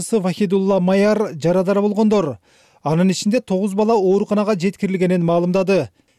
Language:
Kyrgyz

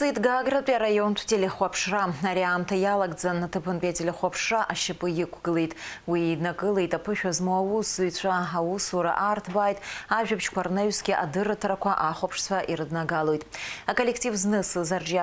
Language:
Abkhazian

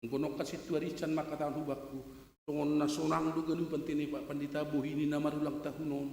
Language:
Batak Simalungun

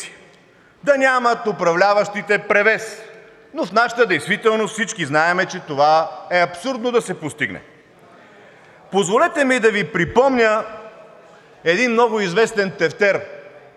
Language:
Bulgarian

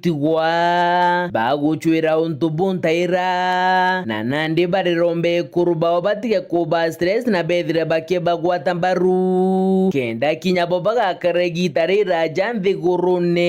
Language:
Meru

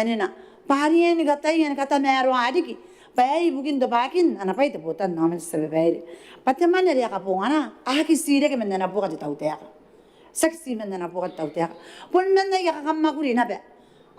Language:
Gilbertese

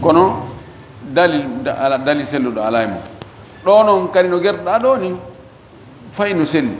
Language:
Fula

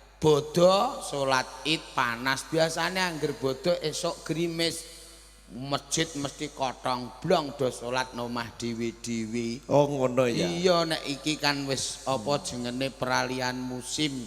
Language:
Javanese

